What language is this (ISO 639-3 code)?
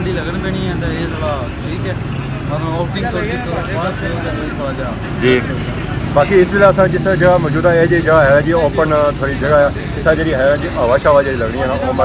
phr